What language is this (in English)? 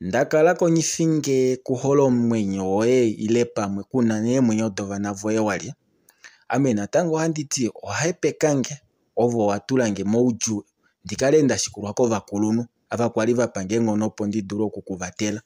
Kuanyama